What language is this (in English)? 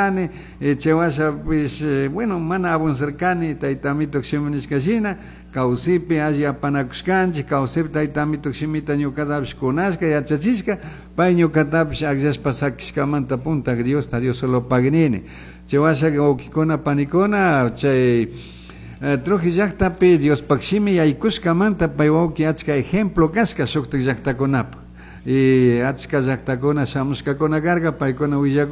Chimborazo Highland Quichua